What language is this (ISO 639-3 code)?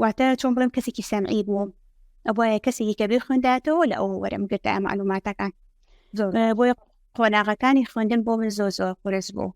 ckb